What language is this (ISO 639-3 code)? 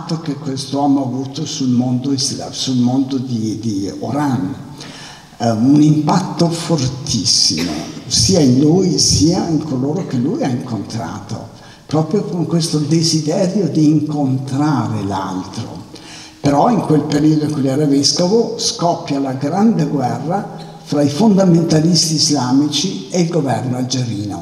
ita